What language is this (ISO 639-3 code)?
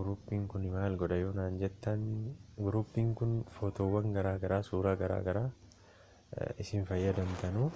orm